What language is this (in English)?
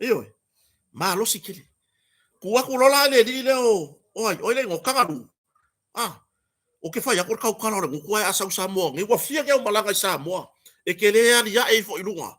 Samoan